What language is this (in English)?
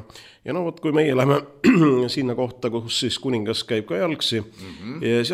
Estonian